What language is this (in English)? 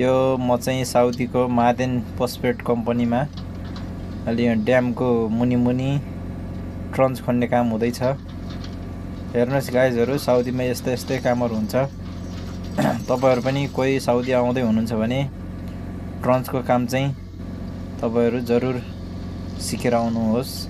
Nepali